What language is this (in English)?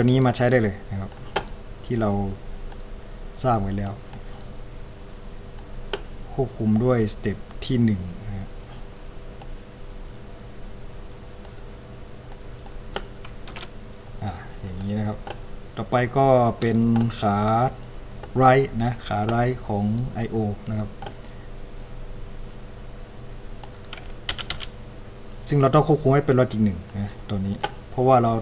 Thai